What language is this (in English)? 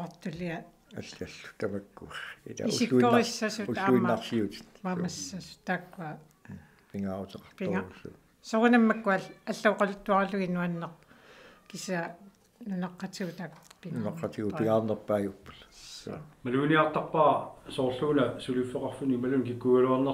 Kalaallisut